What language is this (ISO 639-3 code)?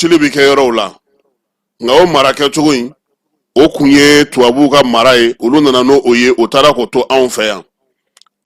bam